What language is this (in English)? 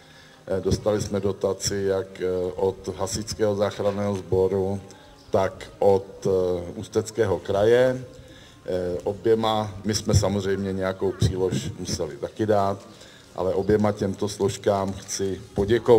Czech